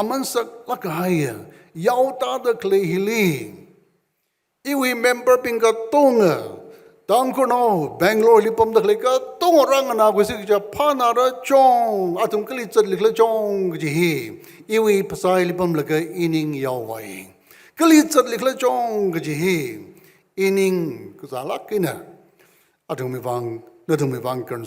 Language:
Tangkhul Naga (India)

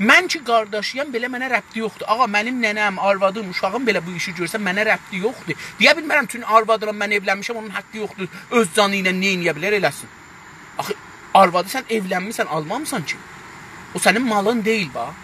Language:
South Azerbaijani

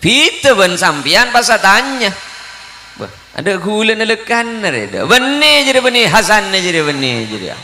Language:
Madurese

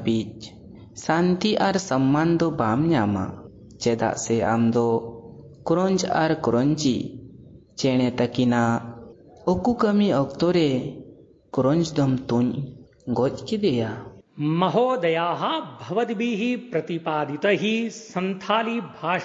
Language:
Sanskrit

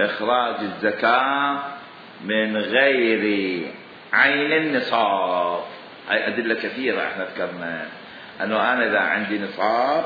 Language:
Mesopotamian Arabic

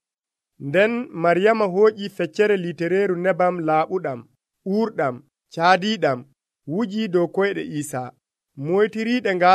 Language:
Nigerian Fulfulde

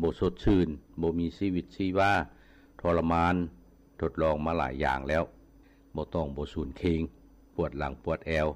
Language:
Lao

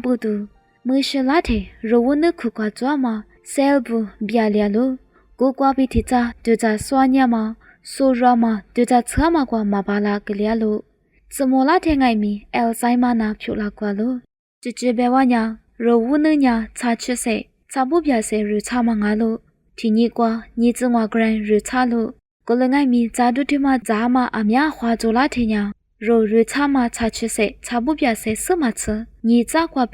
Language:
Lisu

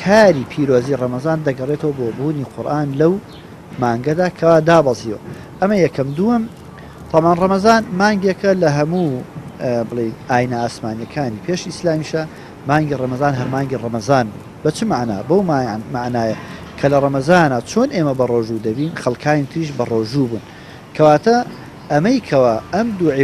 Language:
Central Kurdish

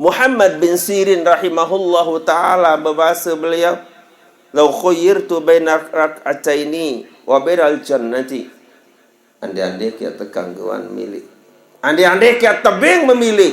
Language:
Sasak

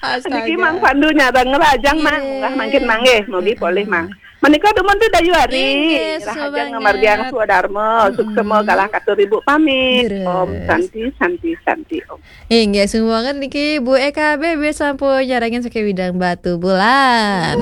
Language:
Balinese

